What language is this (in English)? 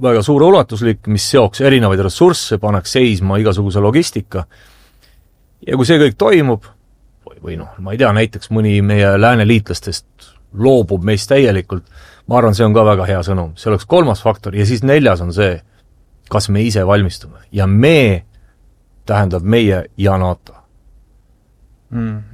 Estonian